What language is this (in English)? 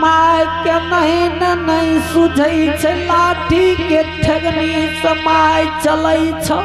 Angika